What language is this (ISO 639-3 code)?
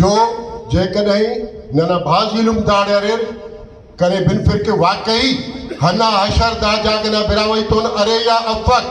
brh